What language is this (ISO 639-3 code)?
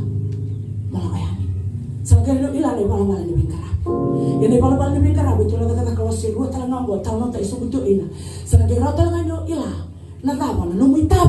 fij